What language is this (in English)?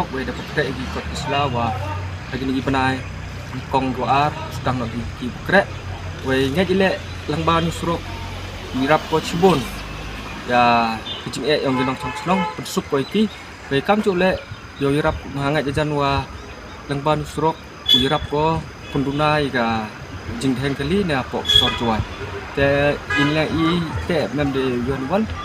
Khasi